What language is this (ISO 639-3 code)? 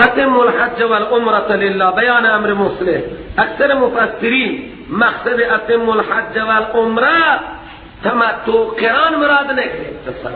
fas